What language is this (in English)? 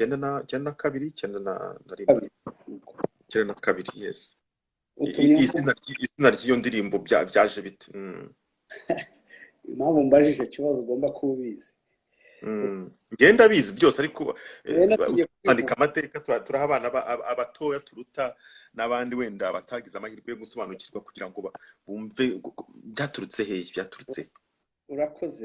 Kinyarwanda